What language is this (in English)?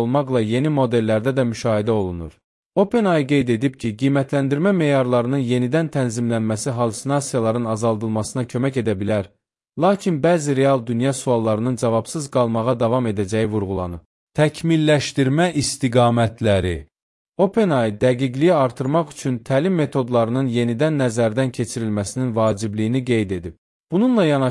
Azerbaijani